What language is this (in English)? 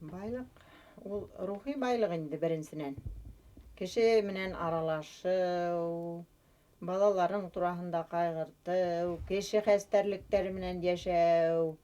Bashkir